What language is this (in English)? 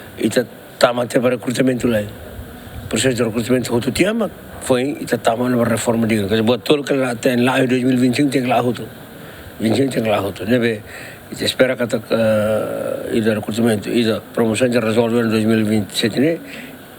Tetum